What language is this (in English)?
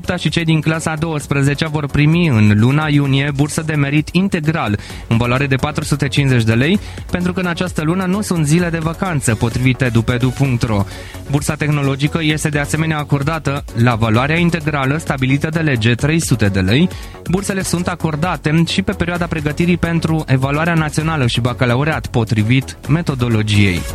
Romanian